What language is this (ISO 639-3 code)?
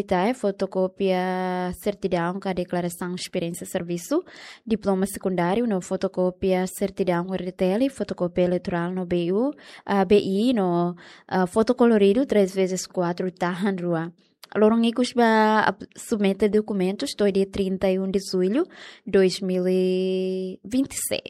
tet